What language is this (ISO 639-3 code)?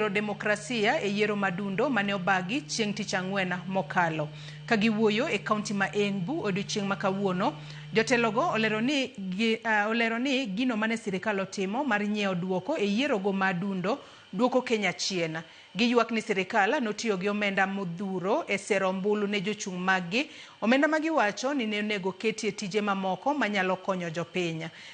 luo